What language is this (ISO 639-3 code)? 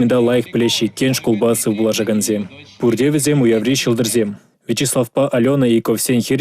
chv